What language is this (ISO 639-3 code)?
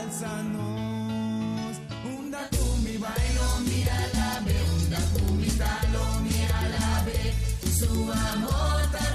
pap